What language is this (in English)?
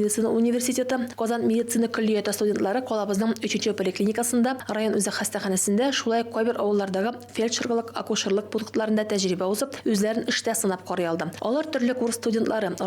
Tatar